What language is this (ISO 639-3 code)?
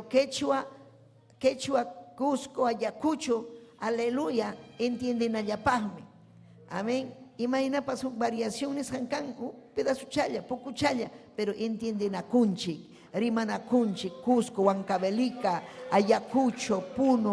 quy